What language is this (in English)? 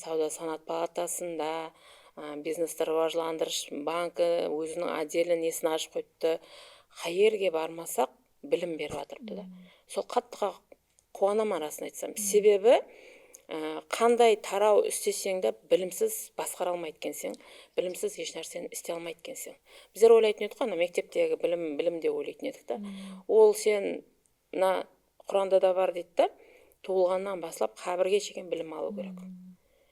Kara-Kalpak